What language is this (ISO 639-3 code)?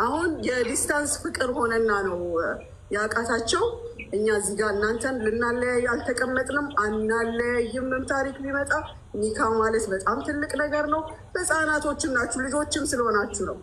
amh